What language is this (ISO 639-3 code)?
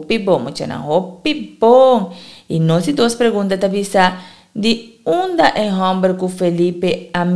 pap